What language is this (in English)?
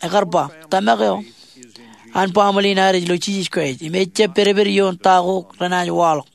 Marshallese